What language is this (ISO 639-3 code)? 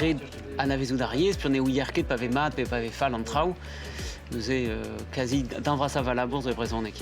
bre